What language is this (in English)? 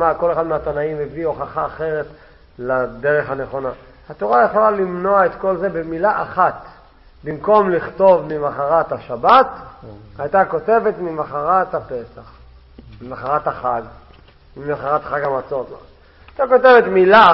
Hebrew